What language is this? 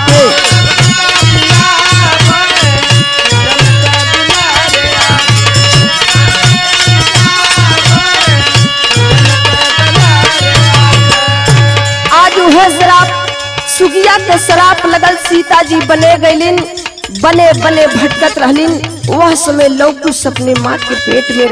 Bhojpuri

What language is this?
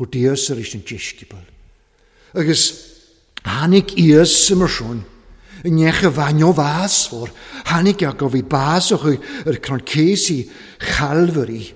Welsh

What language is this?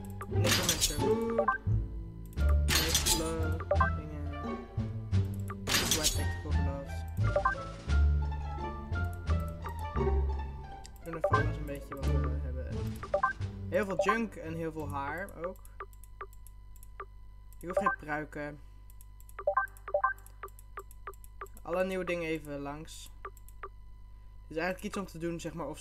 Dutch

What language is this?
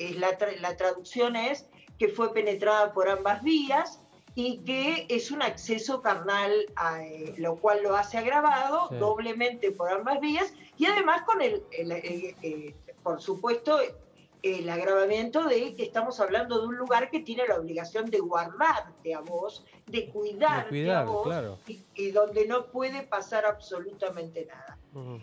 Spanish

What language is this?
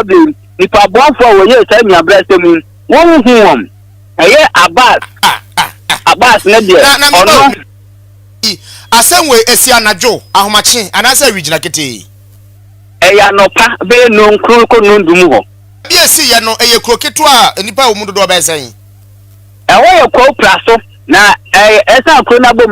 Akan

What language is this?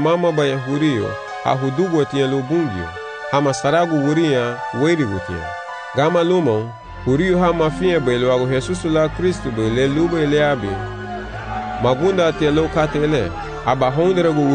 Garifuna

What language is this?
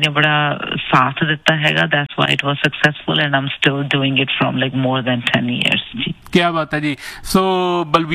Punjabi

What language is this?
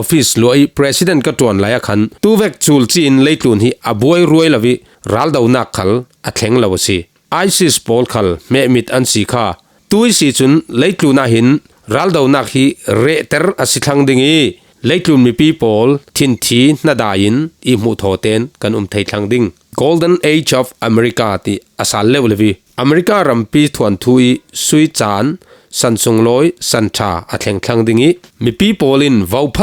Falam Chin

